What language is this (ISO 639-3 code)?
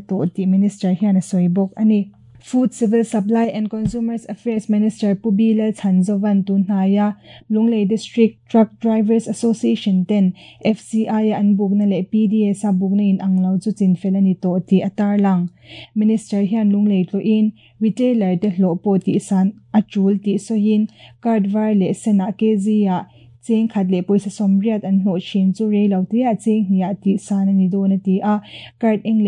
lus